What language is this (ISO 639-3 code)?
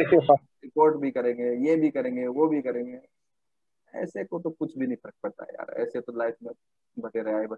hin